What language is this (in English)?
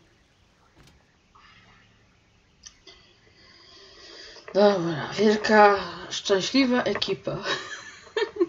Polish